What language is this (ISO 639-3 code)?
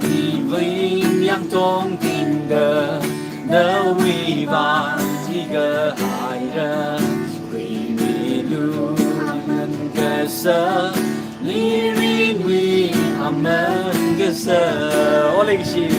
nmf